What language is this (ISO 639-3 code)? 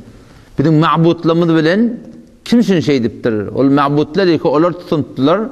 tuk